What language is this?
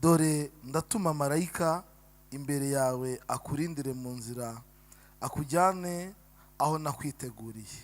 Kinyarwanda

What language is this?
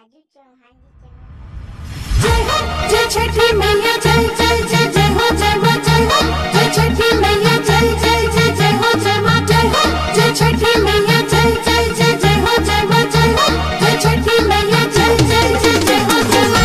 Bhojpuri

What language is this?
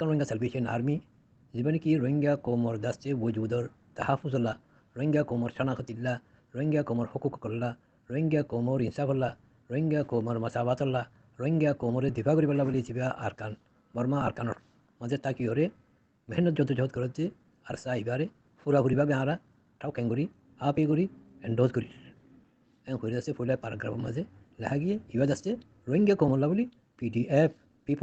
Rohingya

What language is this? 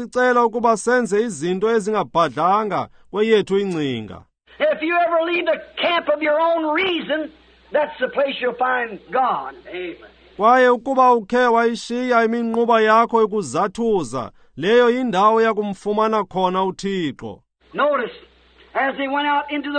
Xhosa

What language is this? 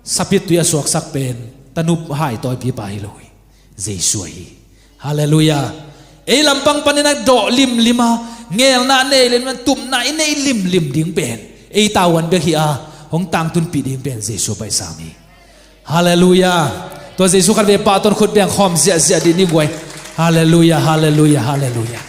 Tedim Chin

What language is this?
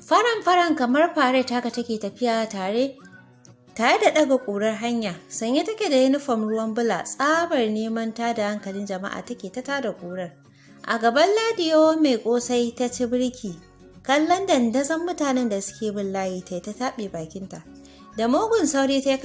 Hausa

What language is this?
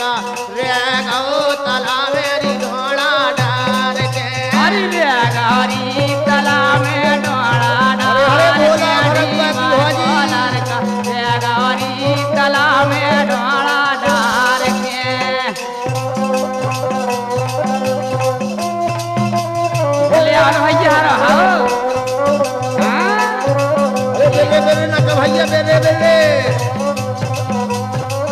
Bundeli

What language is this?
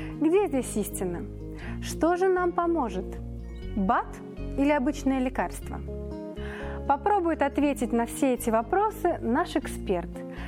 Russian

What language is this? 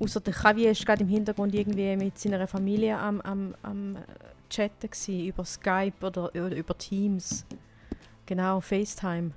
Swiss German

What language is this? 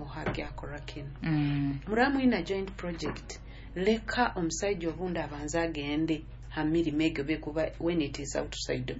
Nyoro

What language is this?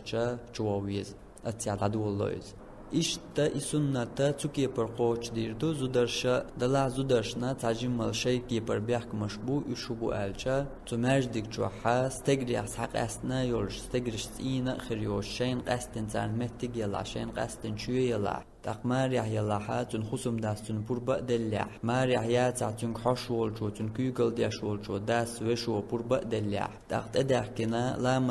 Chechen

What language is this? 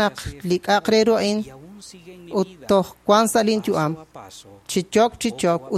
Kekchí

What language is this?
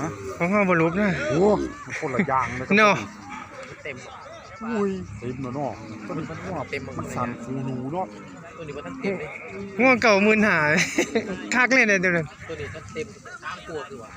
Northeastern Thai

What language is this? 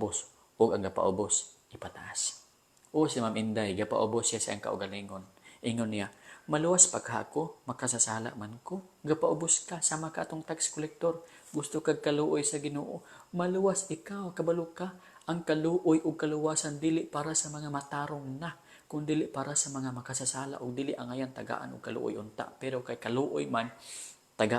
Cebuano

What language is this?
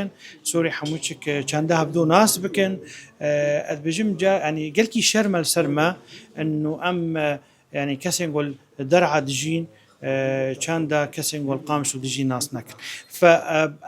Kurdish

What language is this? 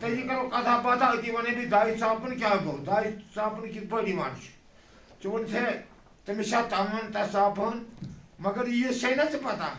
Kashmiri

